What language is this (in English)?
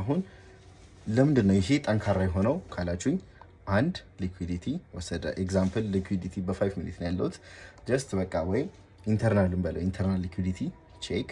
Amharic